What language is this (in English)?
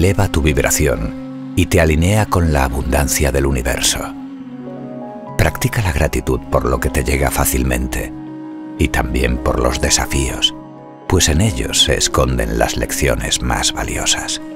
Spanish